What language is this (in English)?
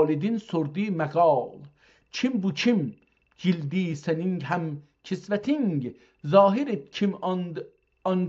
South Azerbaijani